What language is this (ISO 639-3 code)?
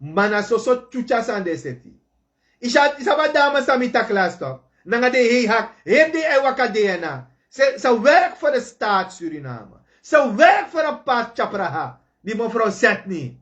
srn